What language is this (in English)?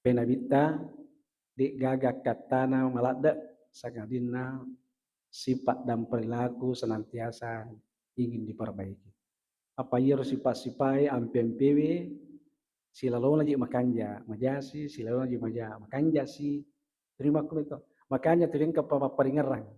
Buginese